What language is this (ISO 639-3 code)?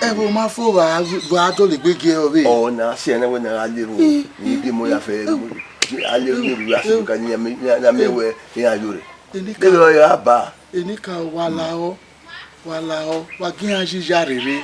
bin